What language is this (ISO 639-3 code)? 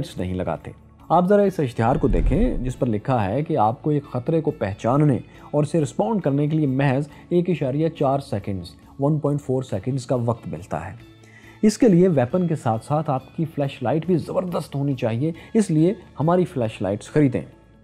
urd